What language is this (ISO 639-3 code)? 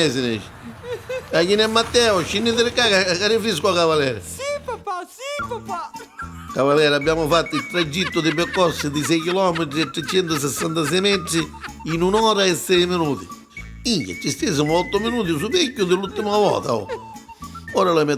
nap